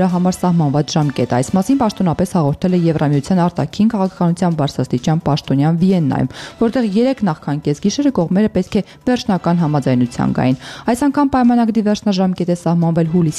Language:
Armenian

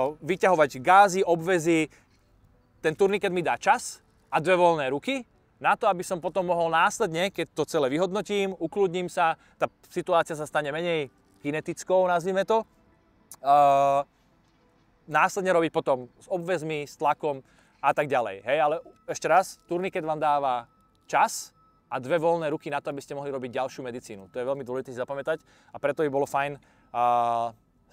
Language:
Slovak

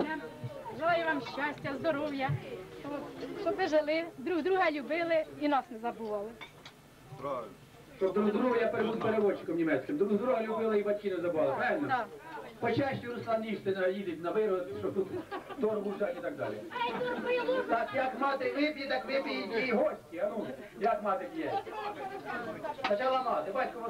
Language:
Ukrainian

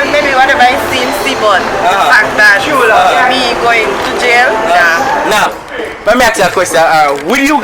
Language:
Jamaican Creole English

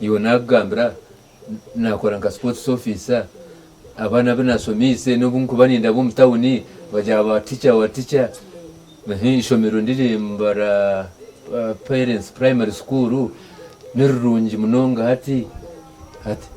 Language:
Nyankole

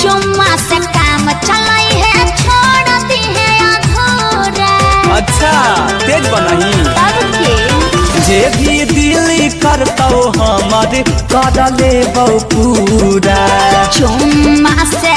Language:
Maithili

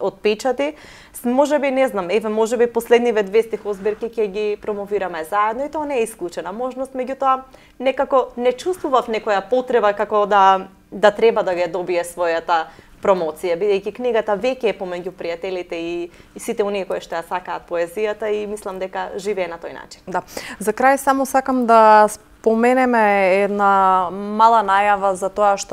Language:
Macedonian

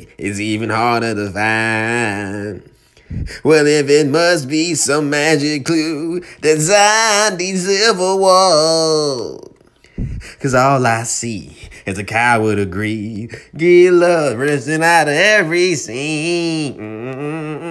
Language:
English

